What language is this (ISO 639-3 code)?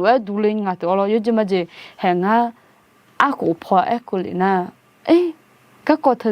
ahk